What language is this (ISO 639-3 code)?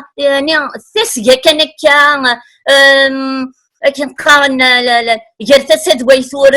kab